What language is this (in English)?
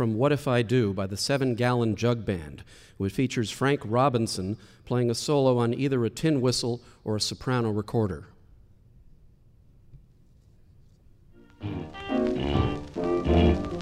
English